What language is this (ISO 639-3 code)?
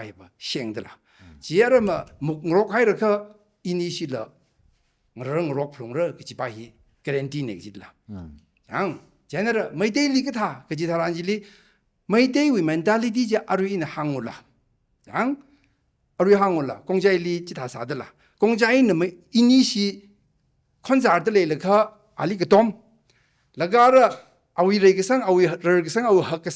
nmf